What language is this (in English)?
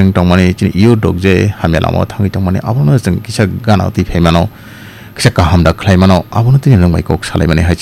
Kok Borok